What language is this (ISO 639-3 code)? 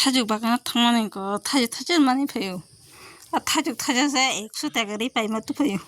trp